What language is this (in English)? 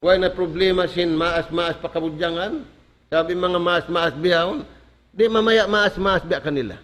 Tausug